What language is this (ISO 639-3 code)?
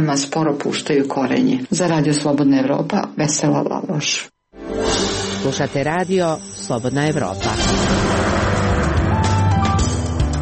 srp